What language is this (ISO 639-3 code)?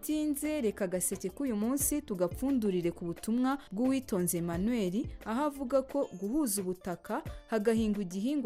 kin